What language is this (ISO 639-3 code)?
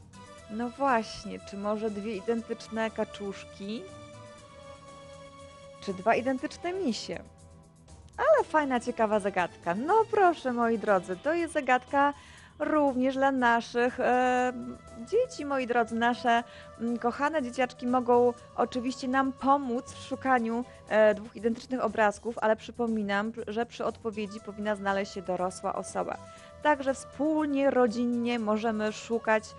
pol